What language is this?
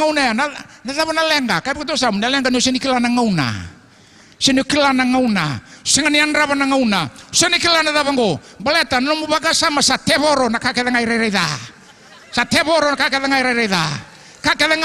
Fijian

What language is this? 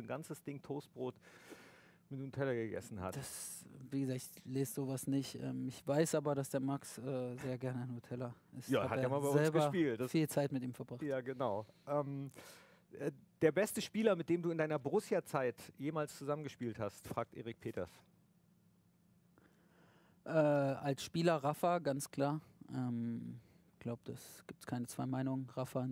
German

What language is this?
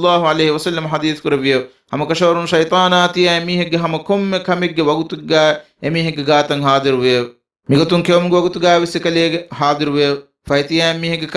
Divehi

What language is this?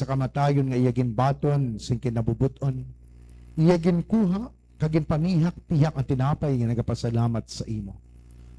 Hiligaynon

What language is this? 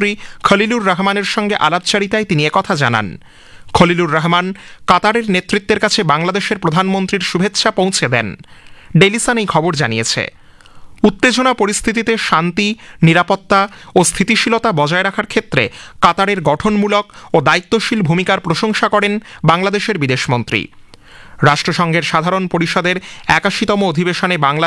Bangla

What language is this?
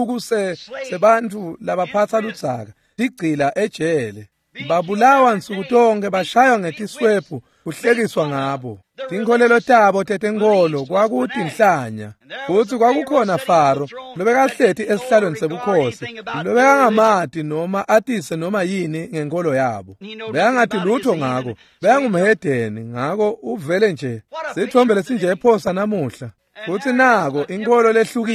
Swati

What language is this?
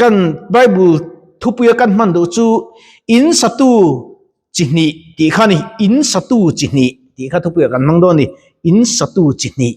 Mizo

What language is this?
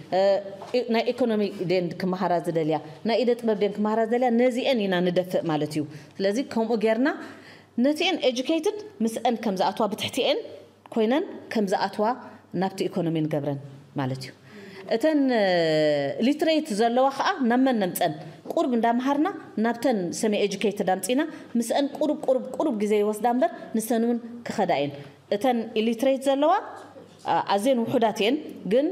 Tigrinya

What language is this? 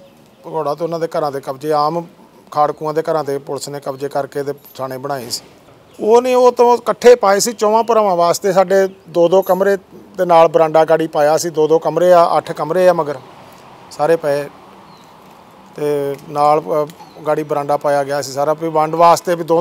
Punjabi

